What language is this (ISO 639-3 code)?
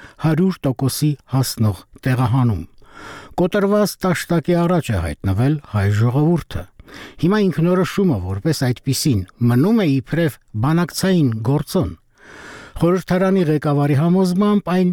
hye